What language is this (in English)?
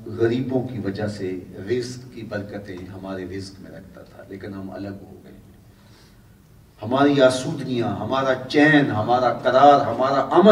Urdu